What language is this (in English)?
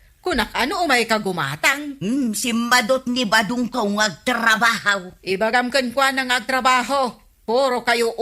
Iloko